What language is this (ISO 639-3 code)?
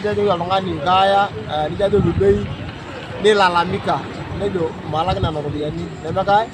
mas